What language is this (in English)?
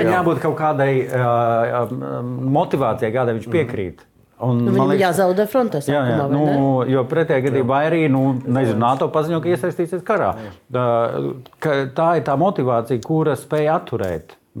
Latvian